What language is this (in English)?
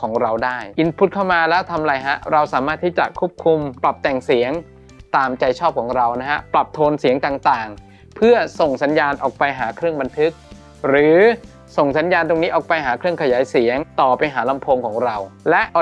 Thai